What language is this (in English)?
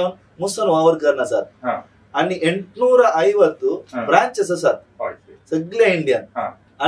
Konkani